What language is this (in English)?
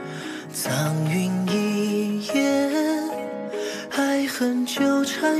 Chinese